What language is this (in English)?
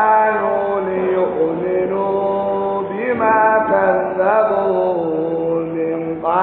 Adamawa Fulfulde